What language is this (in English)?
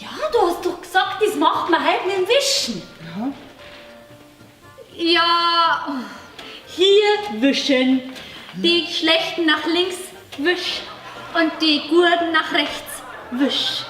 Bavarian